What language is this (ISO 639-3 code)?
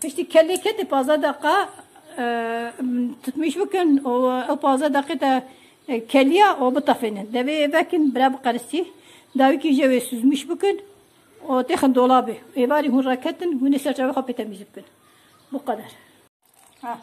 kur